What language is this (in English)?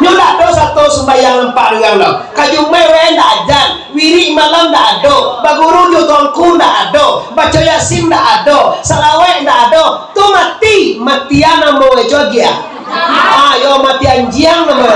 Minangkabau